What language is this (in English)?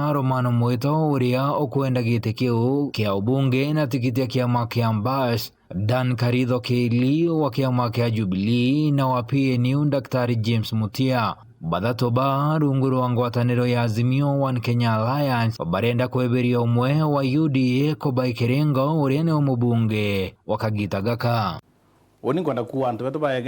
Meru